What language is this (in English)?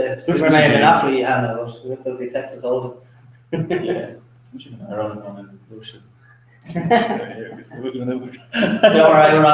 Irish